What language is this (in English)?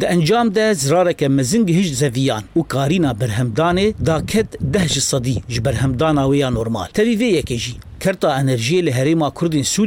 Kurdish